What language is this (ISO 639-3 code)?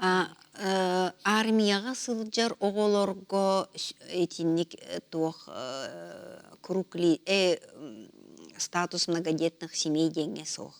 sah